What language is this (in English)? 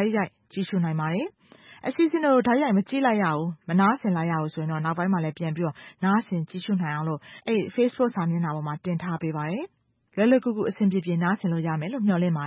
Burmese